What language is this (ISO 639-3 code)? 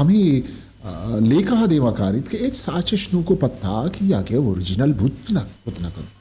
bgp